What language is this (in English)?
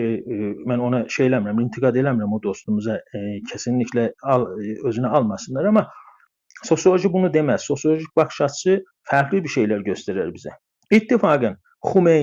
South Azerbaijani